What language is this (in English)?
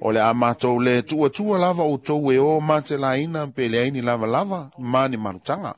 Samoan